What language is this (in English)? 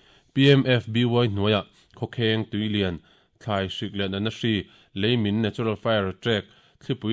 Mizo